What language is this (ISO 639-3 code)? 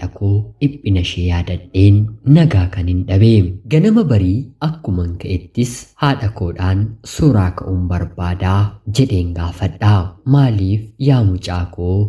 orm